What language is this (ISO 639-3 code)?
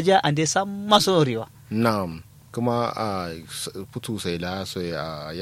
kau